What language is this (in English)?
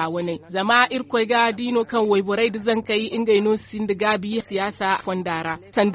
Zarma